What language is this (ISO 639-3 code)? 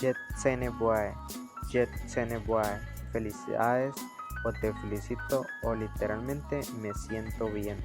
bzd